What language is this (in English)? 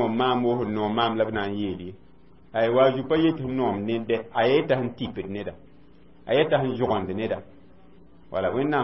Mossi